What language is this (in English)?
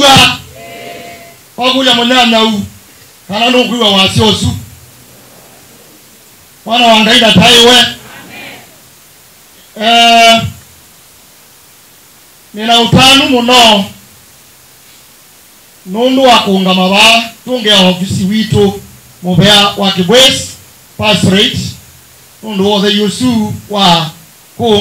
Kamba